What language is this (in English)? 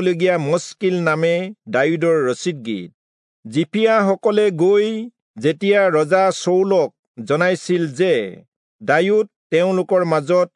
Assamese